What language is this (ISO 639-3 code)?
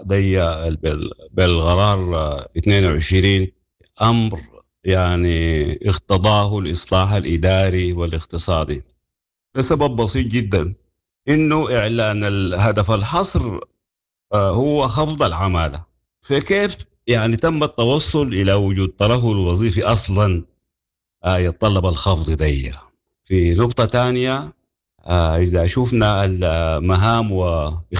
apd